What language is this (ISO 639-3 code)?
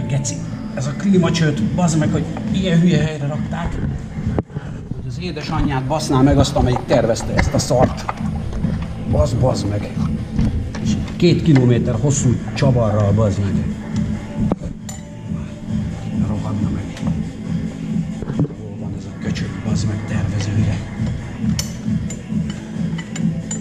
hun